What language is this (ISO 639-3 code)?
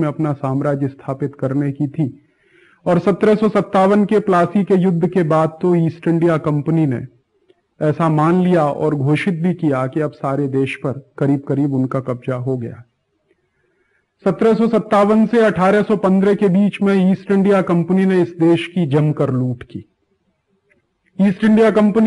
hin